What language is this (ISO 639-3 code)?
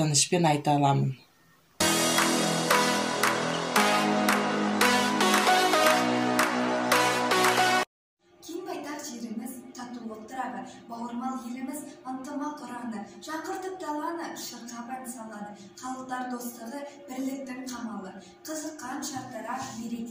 kaz